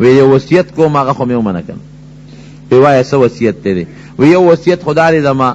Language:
Pashto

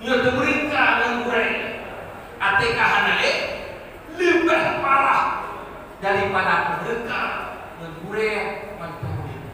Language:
Achinese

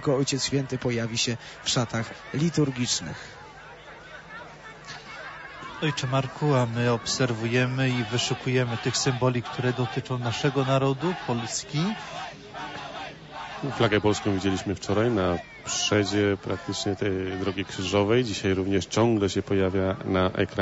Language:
Polish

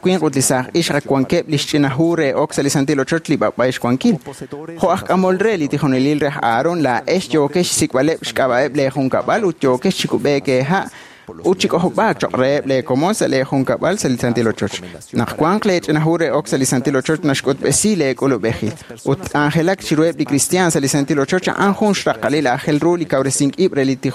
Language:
Kekchí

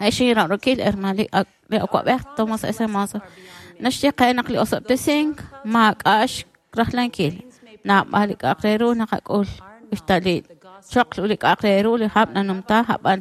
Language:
Kekchí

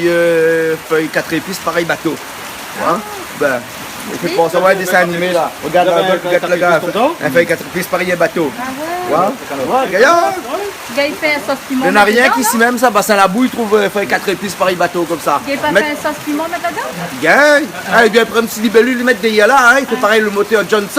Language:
Réunion Creole French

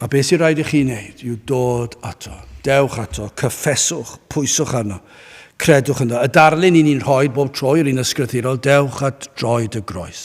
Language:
Welsh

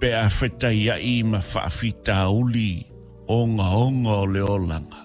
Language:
Samoan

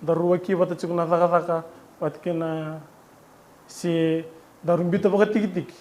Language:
Fijian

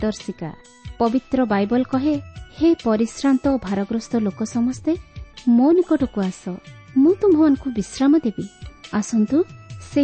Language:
Odia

